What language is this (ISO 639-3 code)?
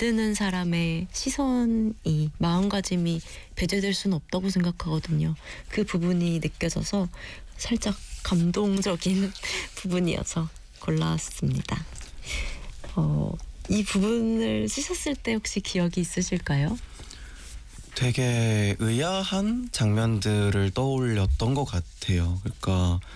kor